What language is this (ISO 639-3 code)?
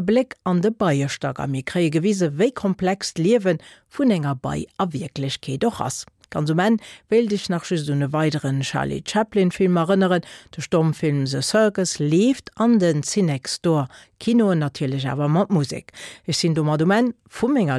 ltz